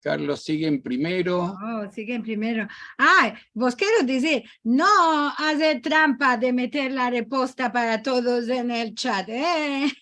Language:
Ladino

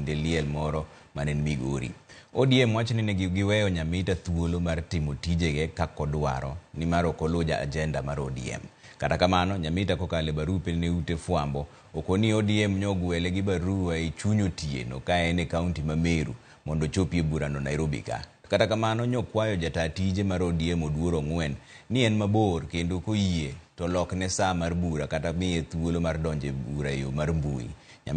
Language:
Luo (Kenya and Tanzania)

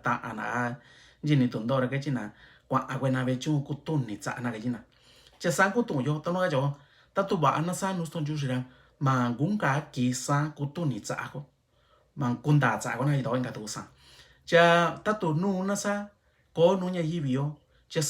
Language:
Mixtepec Mixtec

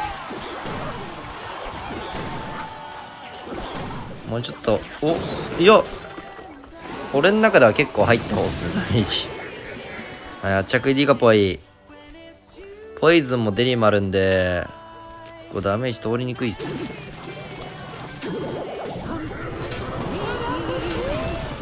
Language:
Japanese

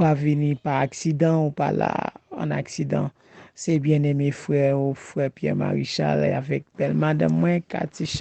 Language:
Haitian Creole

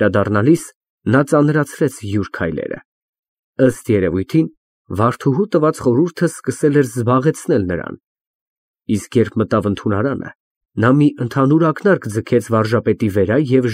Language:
Armenian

